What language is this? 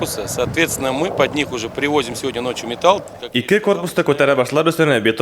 Bashkir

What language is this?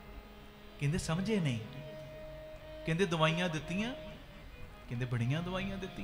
Punjabi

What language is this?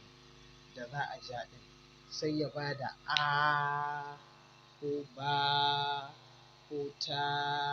Hausa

